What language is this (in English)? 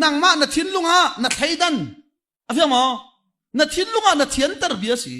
Hakha Chin